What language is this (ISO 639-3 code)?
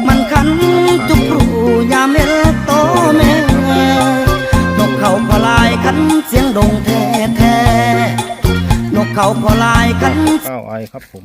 lao